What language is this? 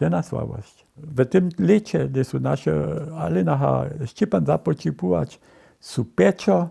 Upper Sorbian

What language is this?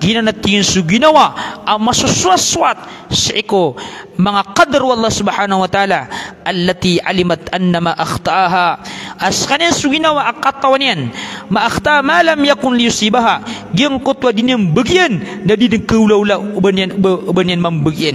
Maranao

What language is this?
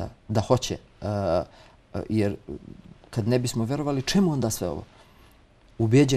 Bosnian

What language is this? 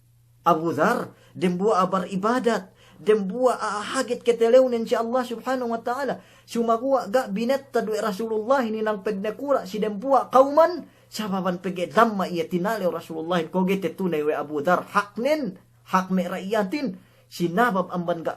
Yakan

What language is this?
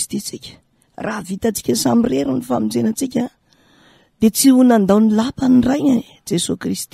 Malagasy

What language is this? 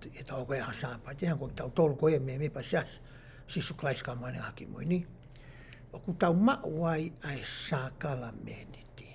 Tongan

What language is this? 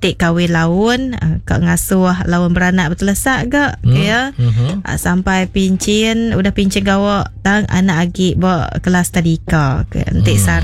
Iban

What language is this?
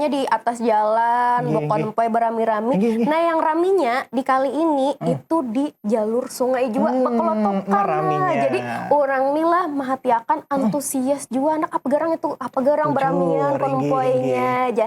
Banjar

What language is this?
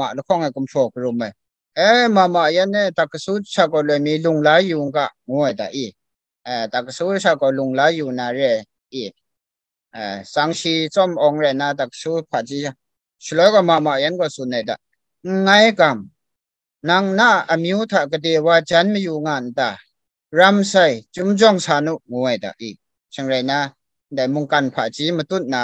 Kachin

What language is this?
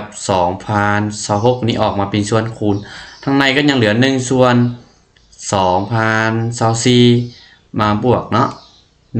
Lao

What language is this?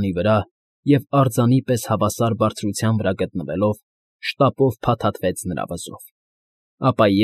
Armenian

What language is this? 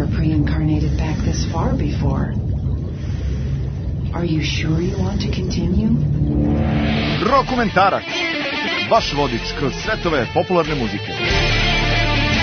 Serbian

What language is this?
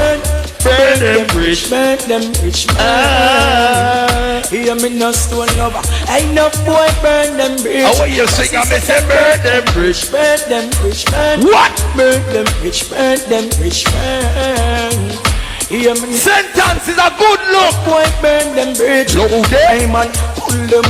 Jamaican Creole English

